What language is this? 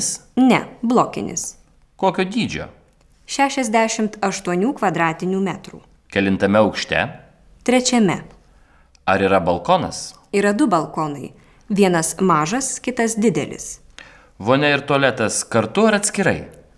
Lithuanian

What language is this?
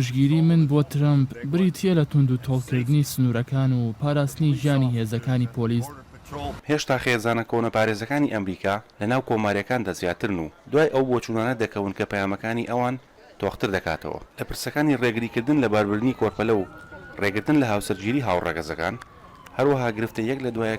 Central Kurdish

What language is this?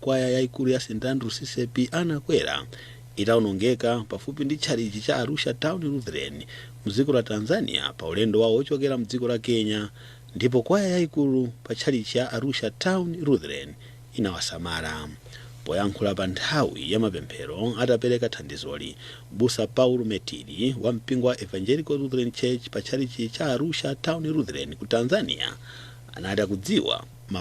Nyanja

